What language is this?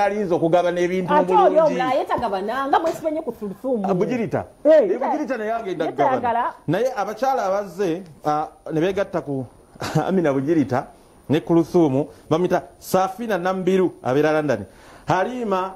Ganda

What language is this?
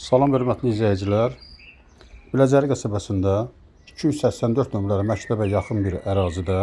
Azerbaijani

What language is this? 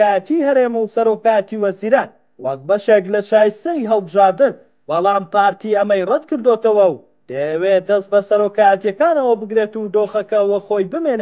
Central Kurdish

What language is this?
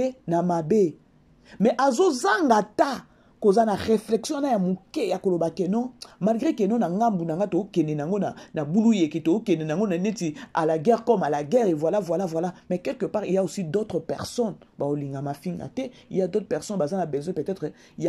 Lingala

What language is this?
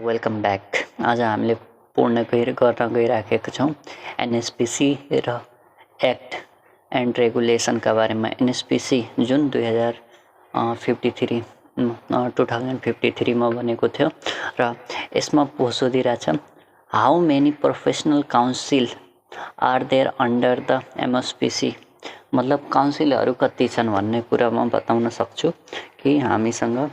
Nepali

